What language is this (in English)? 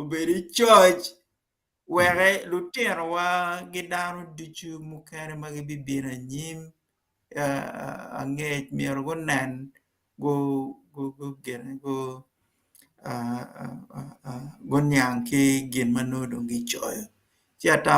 Acoli